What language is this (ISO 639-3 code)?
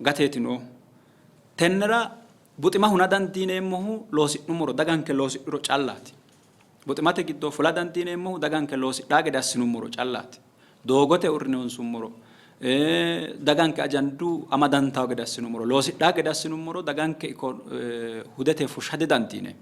sid